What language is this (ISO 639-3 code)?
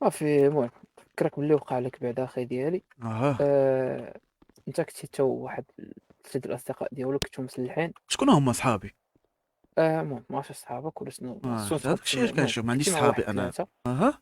ary